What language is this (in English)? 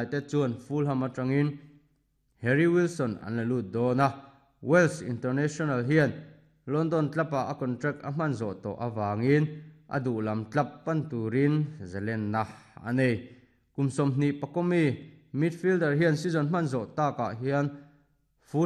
Mizo